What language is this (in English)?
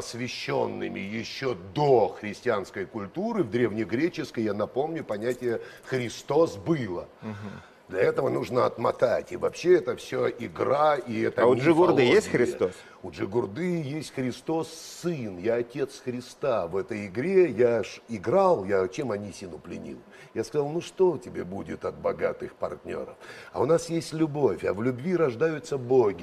Russian